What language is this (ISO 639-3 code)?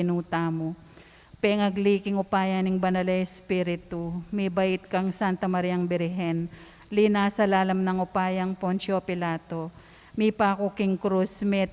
pam